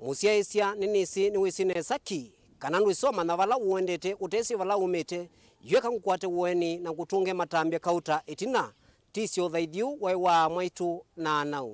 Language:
Kamba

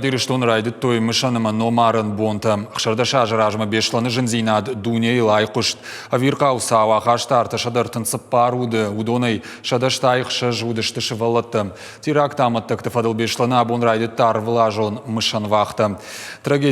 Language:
Ossetic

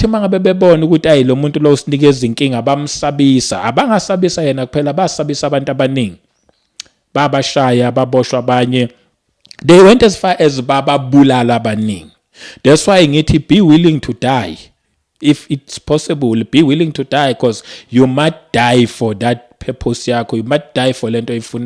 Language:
Zulu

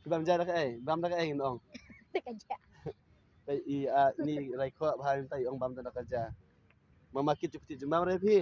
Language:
Khasi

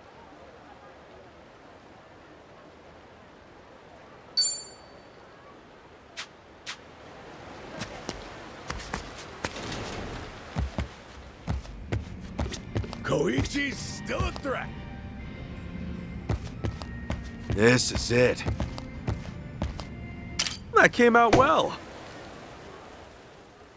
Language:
English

